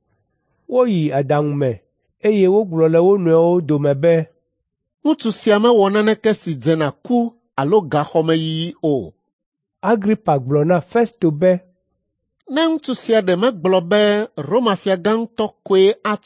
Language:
Ewe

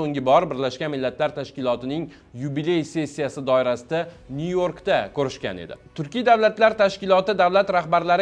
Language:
Uzbek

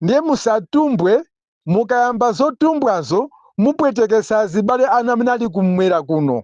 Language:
Nyanja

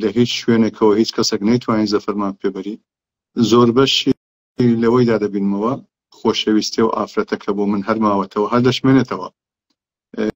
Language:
Central Kurdish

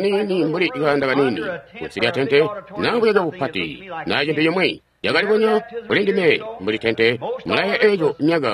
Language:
Tonga (Zambia)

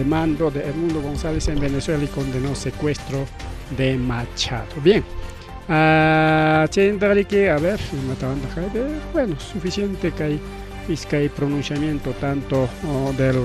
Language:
Ayacucho Quechua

